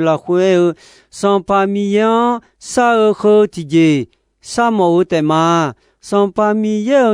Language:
Akha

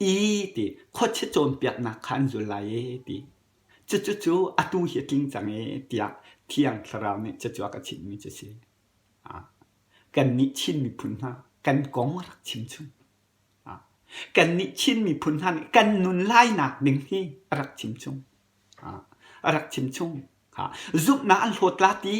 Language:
Hakha Chin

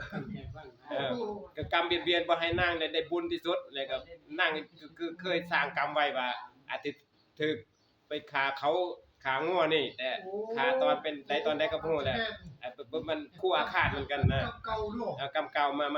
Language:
Northeastern Thai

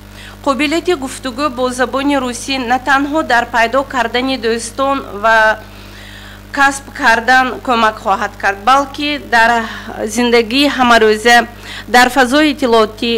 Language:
Tajik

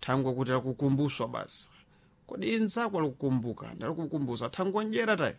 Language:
Sena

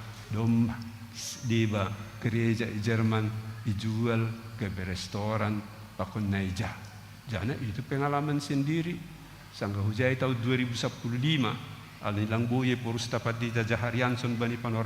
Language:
Batak Simalungun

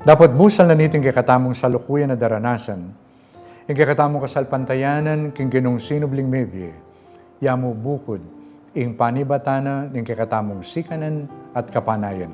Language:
Pampanga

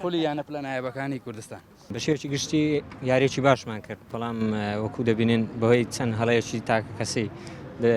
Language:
Central Kurdish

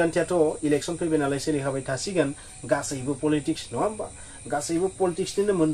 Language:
Bodo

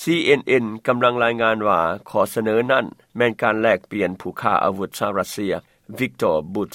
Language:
Lao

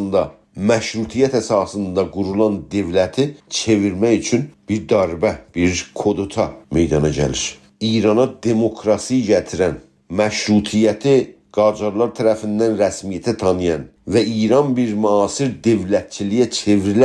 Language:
South Azerbaijani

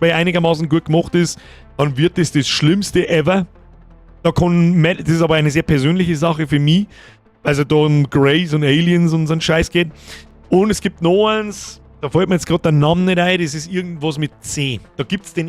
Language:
Bavarian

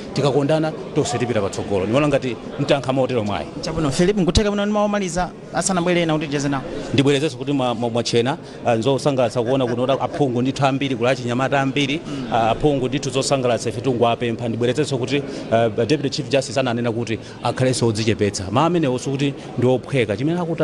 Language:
Nyanja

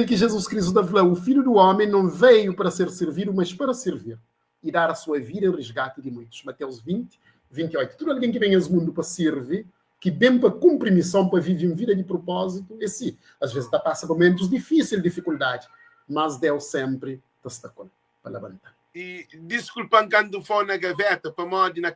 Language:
Kabuverdianu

